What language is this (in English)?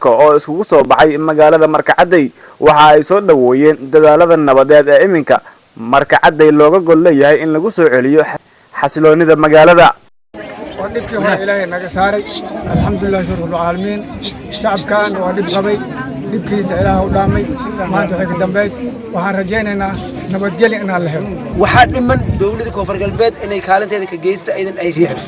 Somali